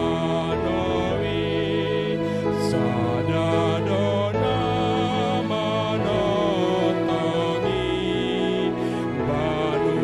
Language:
Batak Toba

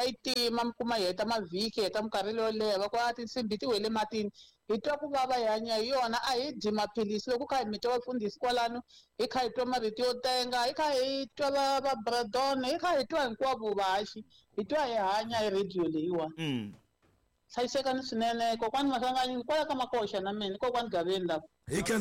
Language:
Tsonga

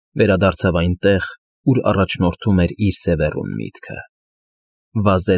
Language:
Armenian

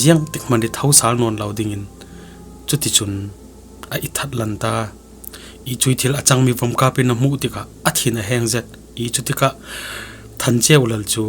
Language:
Falam Chin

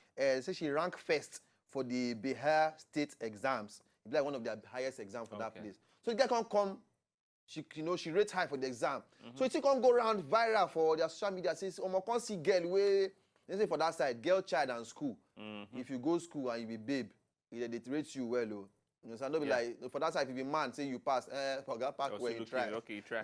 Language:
Nigerian Pidgin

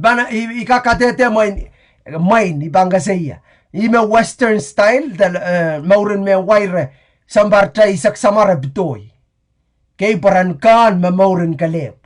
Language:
Pohnpeian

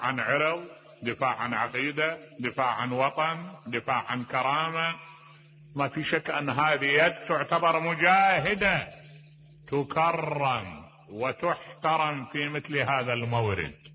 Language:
Mesopotamian Arabic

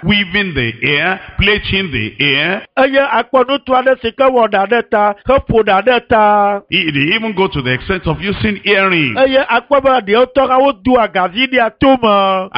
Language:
Ewe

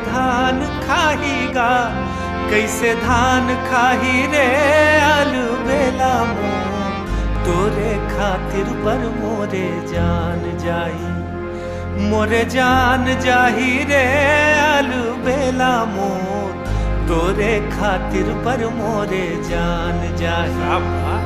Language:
Chhattisgarhi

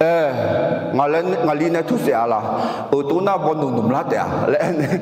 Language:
Akha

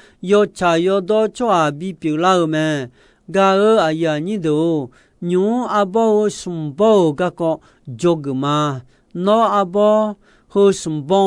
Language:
Akha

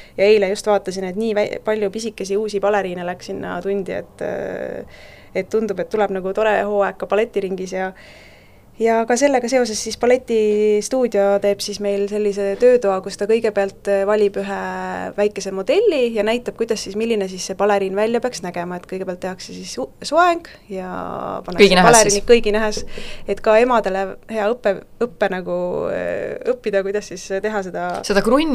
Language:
Estonian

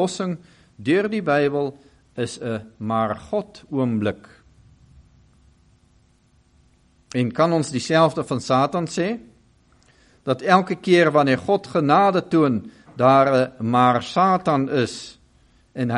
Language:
Afrikaans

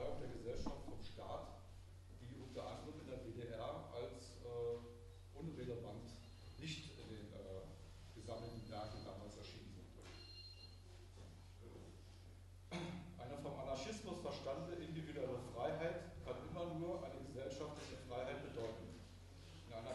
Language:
German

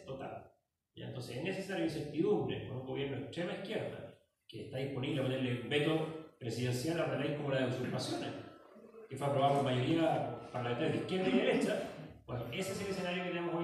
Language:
Spanish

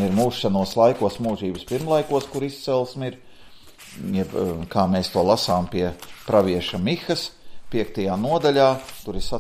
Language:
Latvian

